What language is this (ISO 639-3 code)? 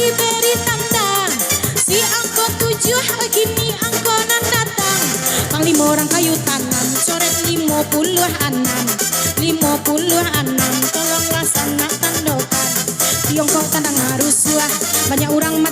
min